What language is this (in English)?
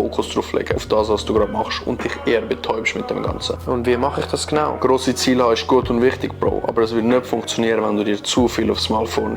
Swiss German